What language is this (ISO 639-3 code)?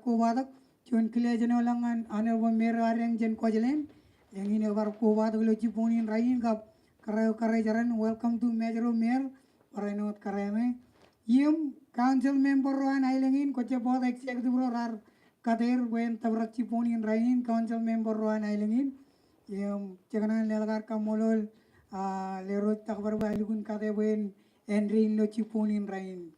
mah